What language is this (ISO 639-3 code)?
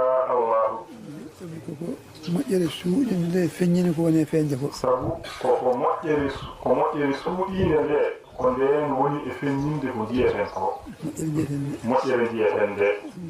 ful